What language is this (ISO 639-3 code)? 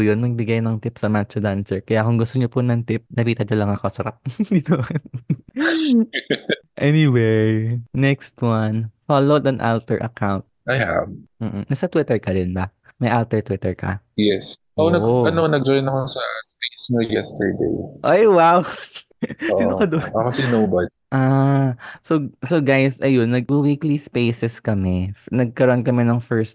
fil